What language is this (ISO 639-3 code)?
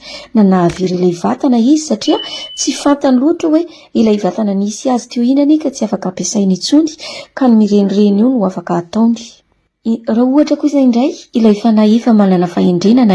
mlg